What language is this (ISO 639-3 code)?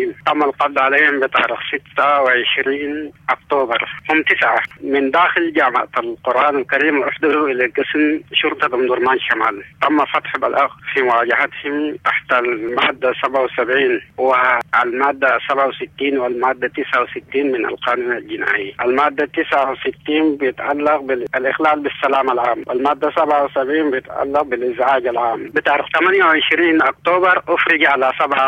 apd